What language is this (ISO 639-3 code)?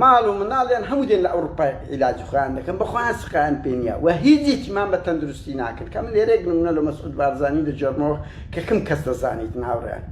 ckb